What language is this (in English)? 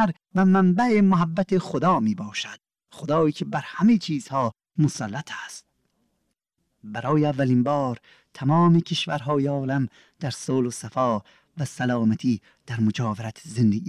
Persian